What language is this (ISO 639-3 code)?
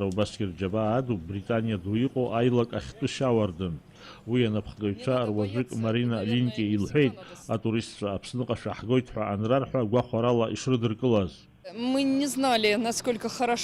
abk